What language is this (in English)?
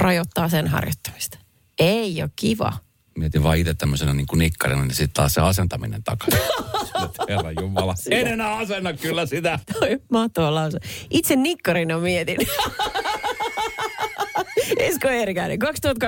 Finnish